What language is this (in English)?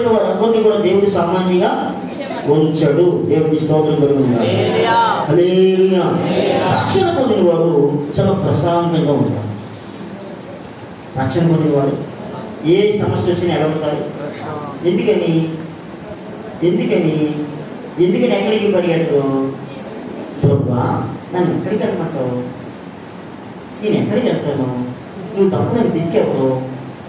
Telugu